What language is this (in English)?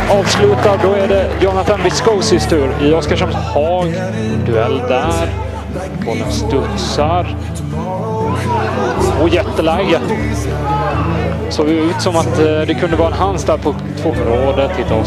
Swedish